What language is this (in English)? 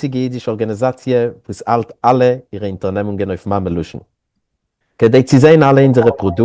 Yiddish